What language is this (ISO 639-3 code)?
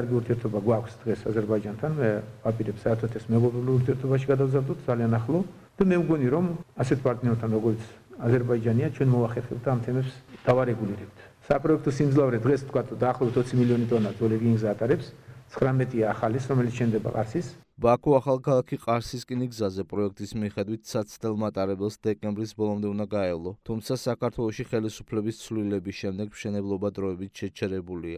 kat